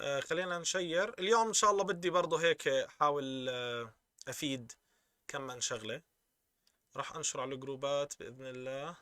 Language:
North Levantine Arabic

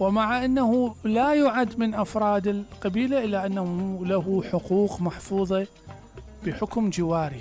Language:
Mesopotamian Arabic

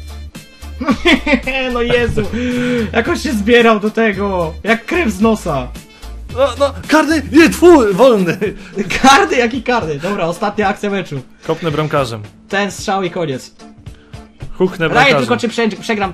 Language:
Polish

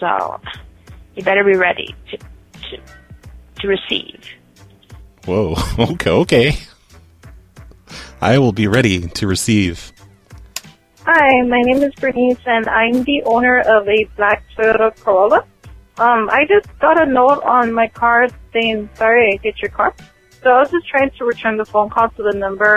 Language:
English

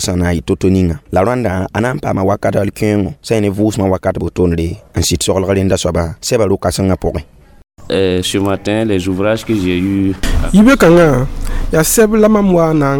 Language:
Mossi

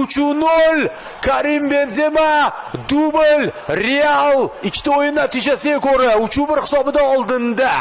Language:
Uzbek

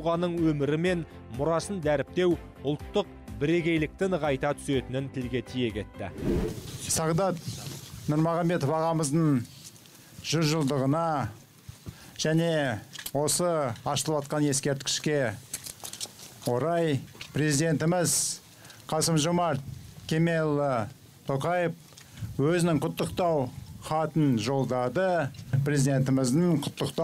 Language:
Kazakh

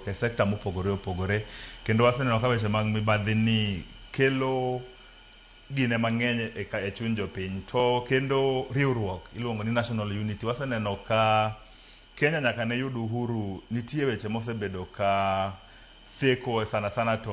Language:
Luo (Kenya and Tanzania)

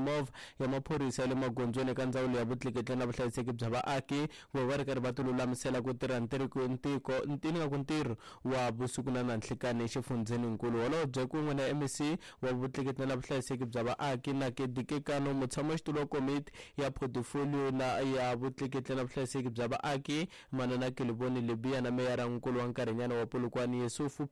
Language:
Tsonga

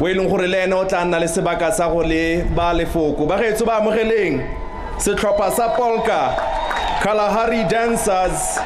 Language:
Tswana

